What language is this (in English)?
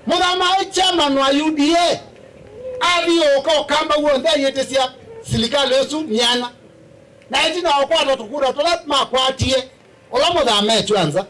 Kamba